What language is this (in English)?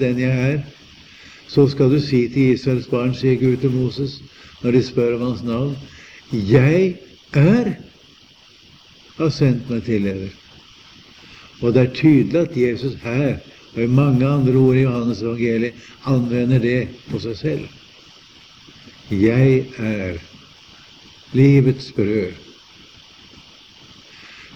Norwegian